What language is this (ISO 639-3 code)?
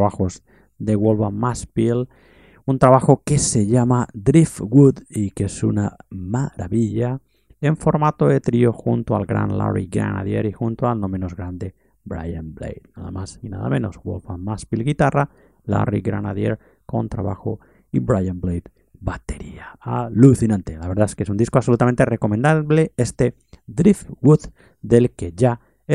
spa